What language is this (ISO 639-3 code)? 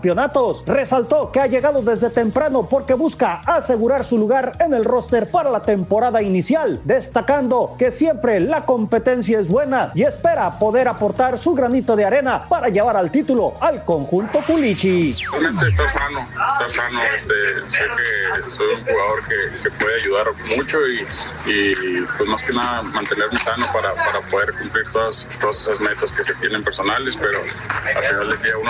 spa